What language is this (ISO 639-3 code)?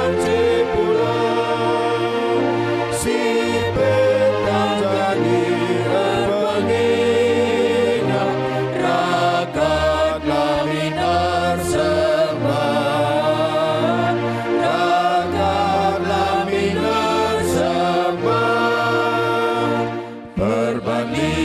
btx